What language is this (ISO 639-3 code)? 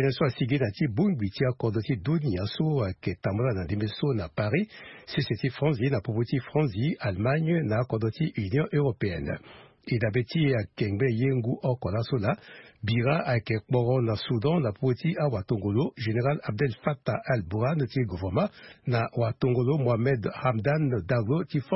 sag